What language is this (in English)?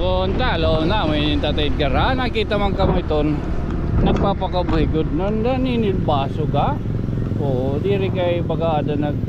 Waray